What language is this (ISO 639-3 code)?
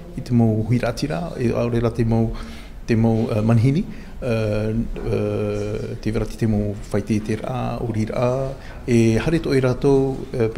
tah